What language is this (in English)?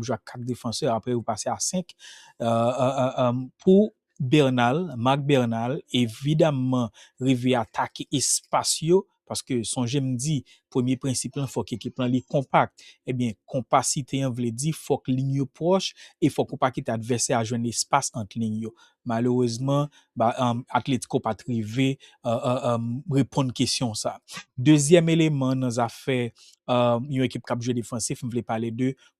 Haitian Creole